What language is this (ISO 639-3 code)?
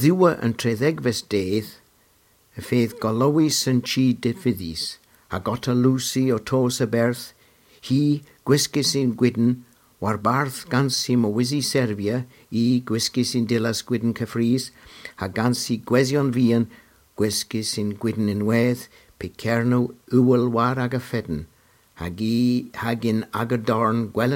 cor